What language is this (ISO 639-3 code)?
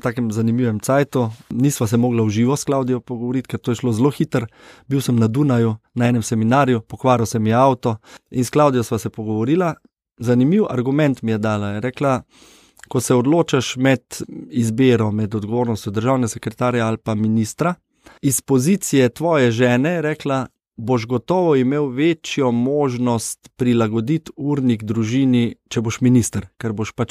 slv